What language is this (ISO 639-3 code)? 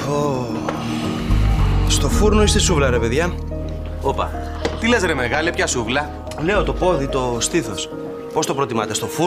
ell